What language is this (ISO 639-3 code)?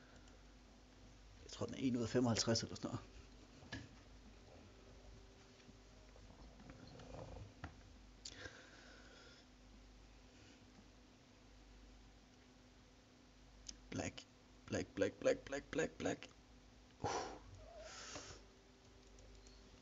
dan